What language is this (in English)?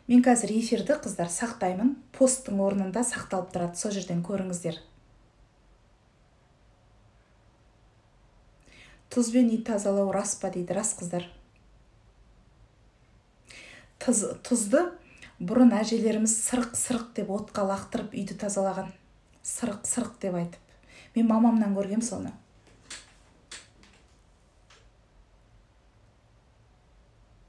Kazakh